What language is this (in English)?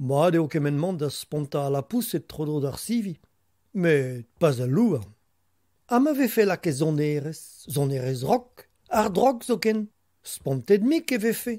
Breton